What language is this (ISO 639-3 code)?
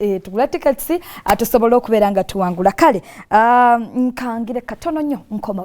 lug